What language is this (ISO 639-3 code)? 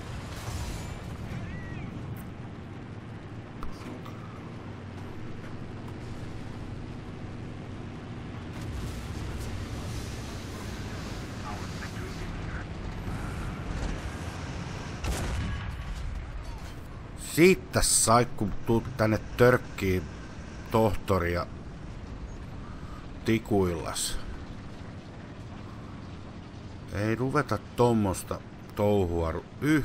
fin